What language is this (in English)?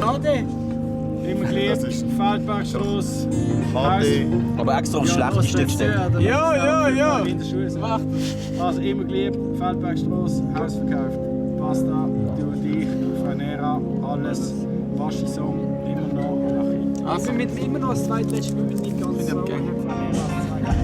Swiss German